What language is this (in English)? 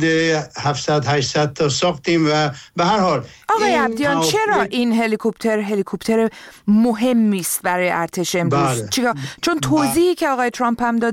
Persian